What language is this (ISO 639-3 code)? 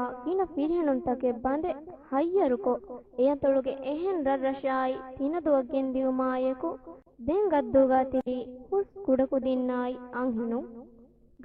div